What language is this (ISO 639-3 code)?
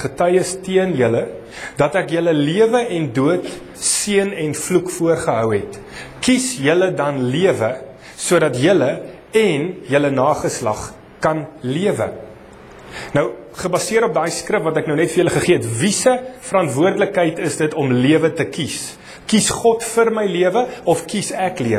afr